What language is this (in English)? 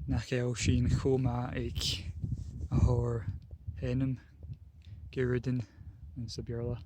Scottish Gaelic